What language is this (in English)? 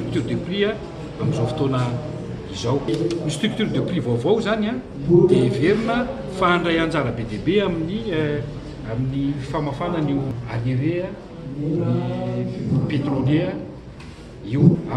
Malagasy